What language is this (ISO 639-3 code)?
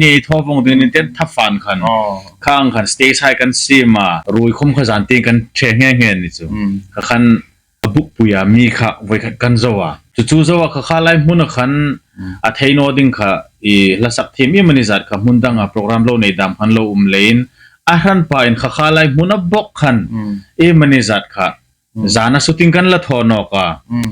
hmr